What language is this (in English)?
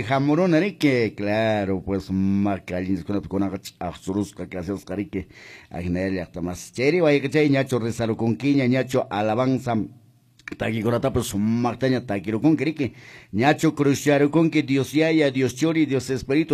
Quechua